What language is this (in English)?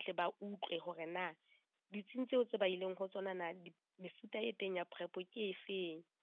Southern Sotho